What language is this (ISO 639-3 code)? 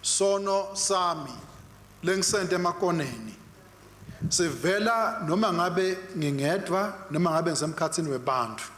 ssw